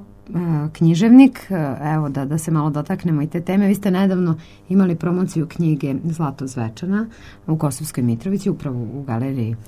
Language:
Serbian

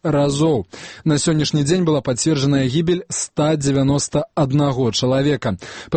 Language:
Belarusian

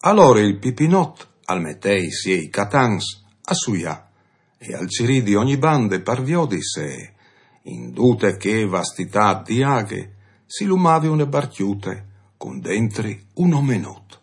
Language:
Friulian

